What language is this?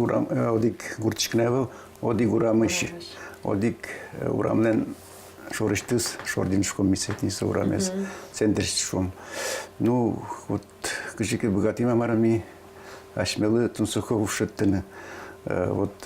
Udmurt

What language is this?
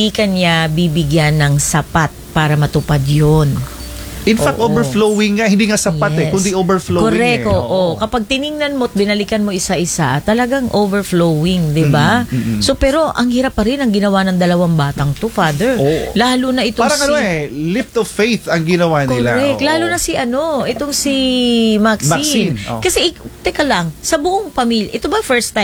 Filipino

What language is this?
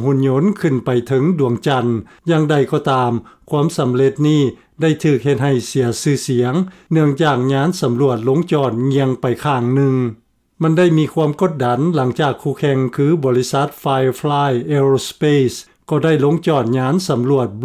Lao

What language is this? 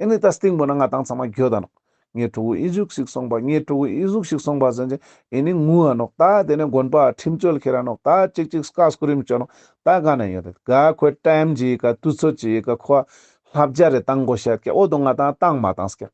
Ladakhi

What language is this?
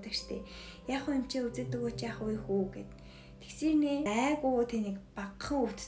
Mongolian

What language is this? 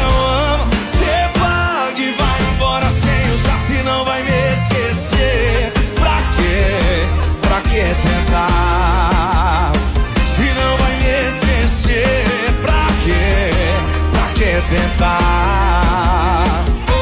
Portuguese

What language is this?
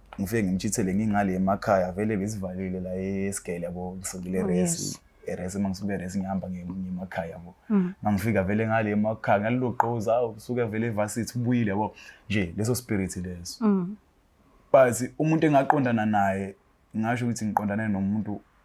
Zulu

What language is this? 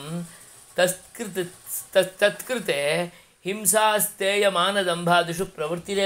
Sanskrit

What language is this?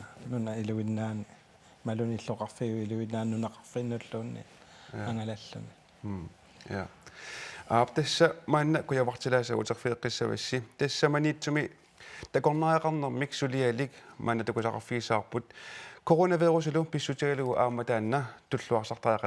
Kalaallisut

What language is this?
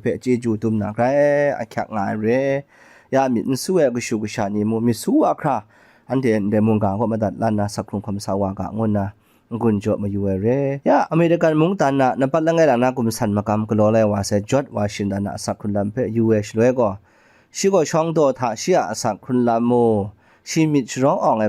Kachin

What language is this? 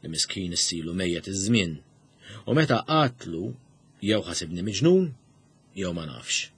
Maltese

